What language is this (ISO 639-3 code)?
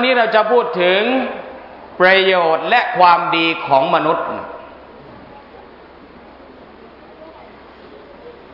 tha